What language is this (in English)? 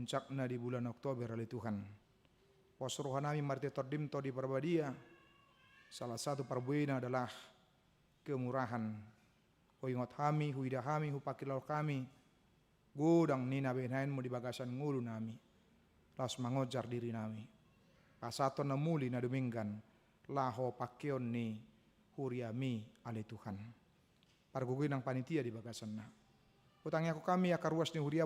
Batak Toba